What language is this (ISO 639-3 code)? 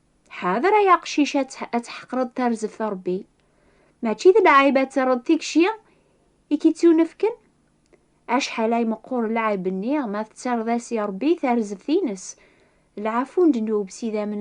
kab